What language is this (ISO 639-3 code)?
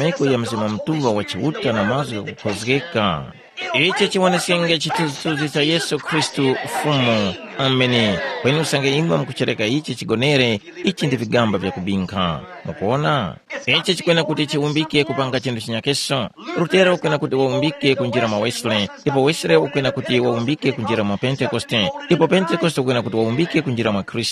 tum